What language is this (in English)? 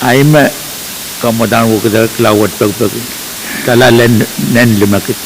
Pohnpeian